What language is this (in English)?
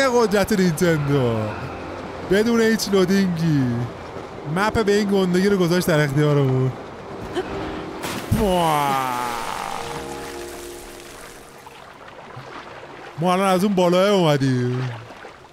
Persian